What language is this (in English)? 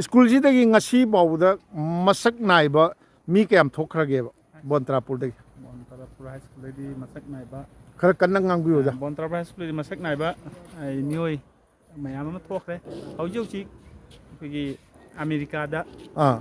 Manipuri